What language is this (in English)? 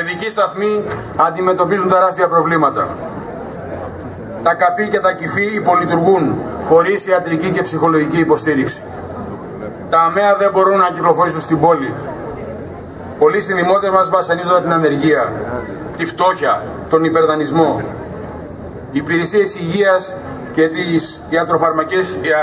Greek